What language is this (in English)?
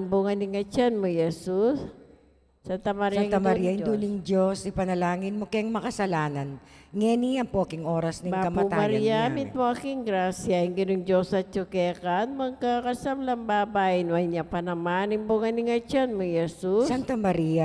Pampanga